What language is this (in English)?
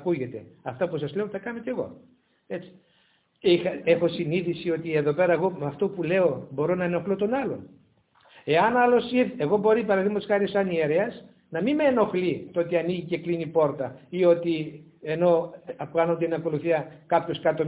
Greek